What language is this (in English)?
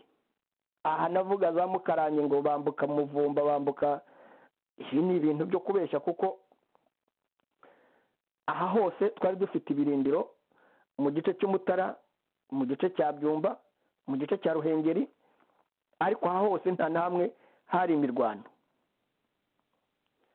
Kinyarwanda